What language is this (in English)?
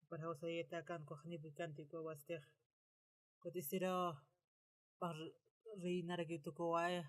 Aymara